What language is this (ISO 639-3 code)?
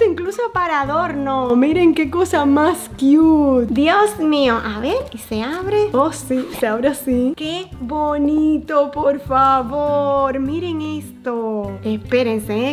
spa